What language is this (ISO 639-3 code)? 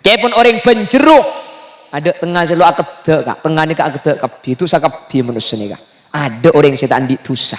mad